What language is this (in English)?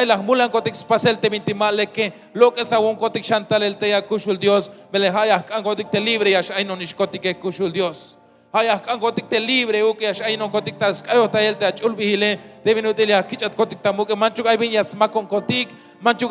Tzeltal